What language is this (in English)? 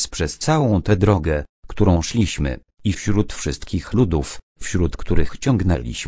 Polish